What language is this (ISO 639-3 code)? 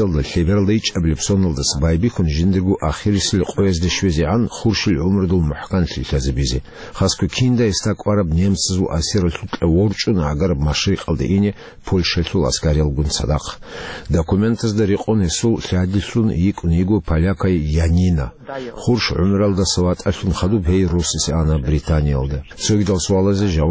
ava